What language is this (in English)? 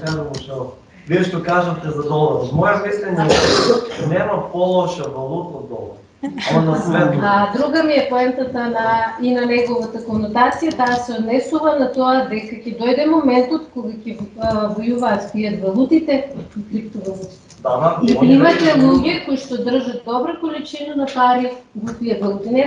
Macedonian